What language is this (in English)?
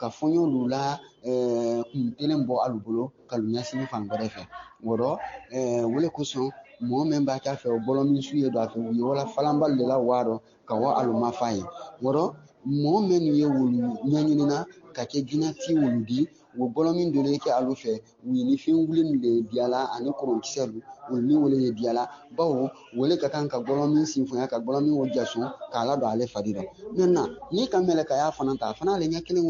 Bambara